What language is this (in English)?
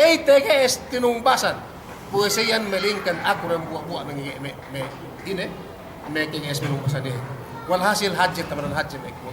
Yakan